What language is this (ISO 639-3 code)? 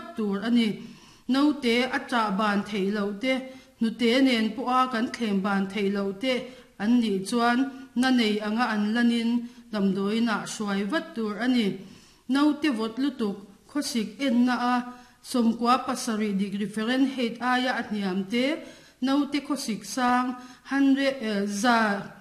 lus